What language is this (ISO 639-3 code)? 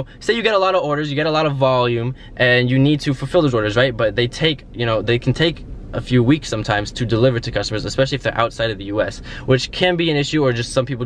eng